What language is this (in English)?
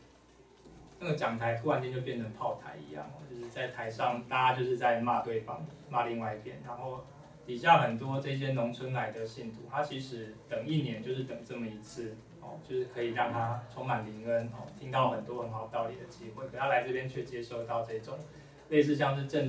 Chinese